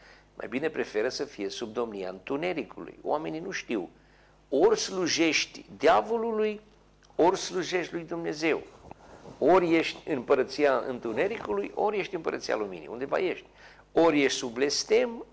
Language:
Romanian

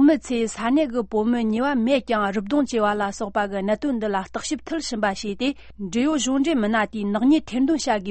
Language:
Tibetan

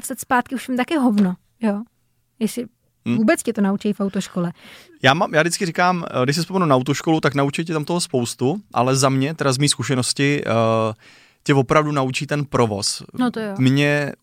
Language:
Czech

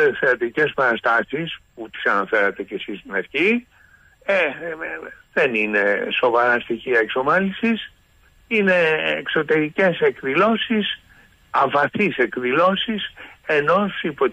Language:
Greek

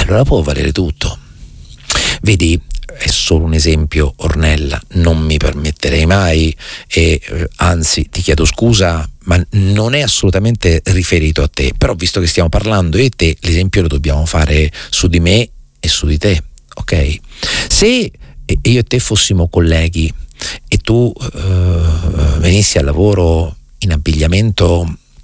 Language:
Italian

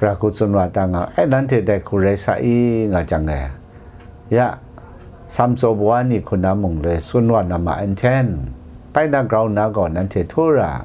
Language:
Kachin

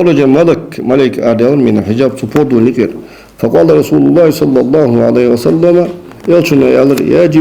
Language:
Ingush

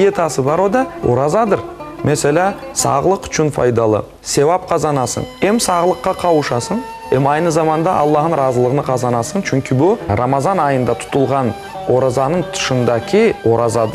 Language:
Crimean Tatar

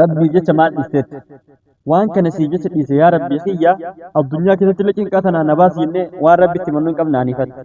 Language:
Oromo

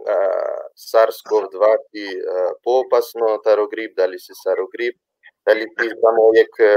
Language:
Balkan Romani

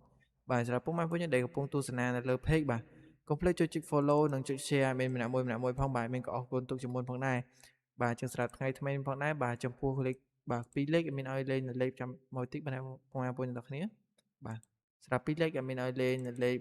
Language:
Khmer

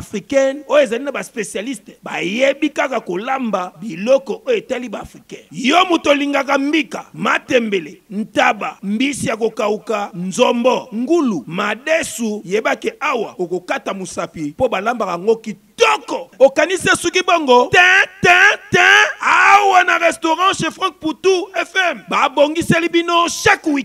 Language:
Lingala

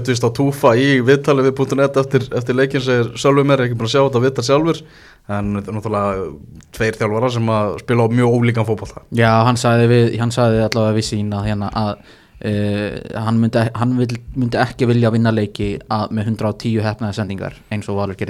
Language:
Icelandic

